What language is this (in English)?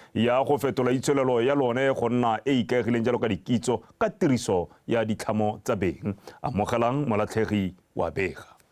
Tswana